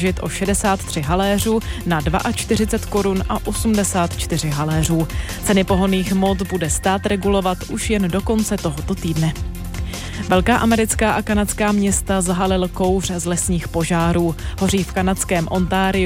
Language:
Czech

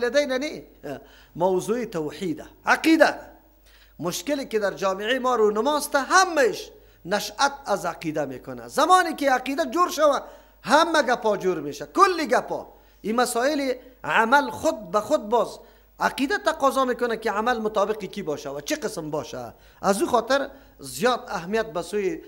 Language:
Persian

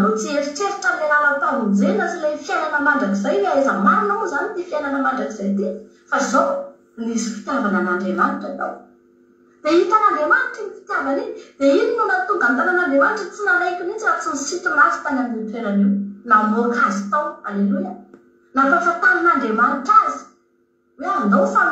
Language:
Malagasy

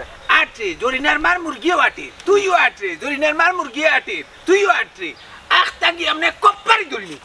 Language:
Sylheti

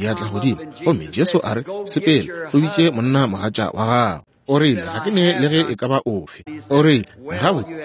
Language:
Northern Sotho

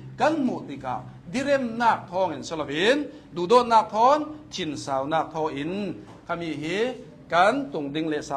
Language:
Hakha Chin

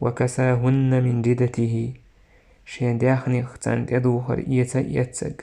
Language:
Chechen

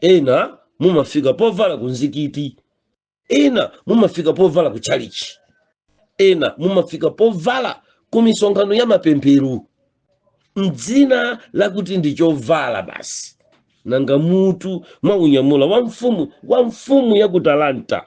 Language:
Nyanja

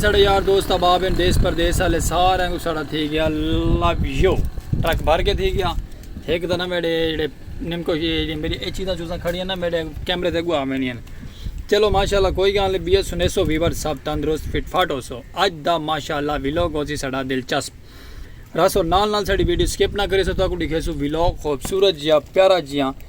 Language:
Saraiki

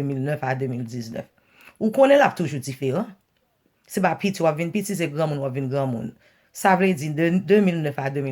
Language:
Haitian Creole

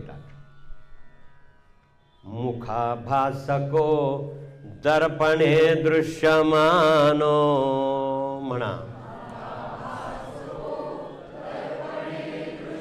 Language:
Marathi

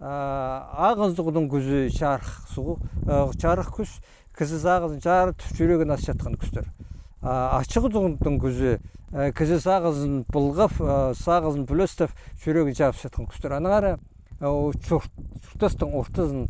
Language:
Khakas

